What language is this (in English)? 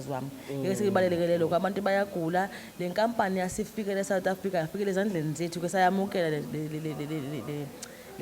Zulu